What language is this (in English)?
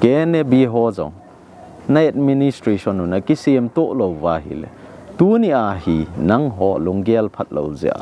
Thado Chin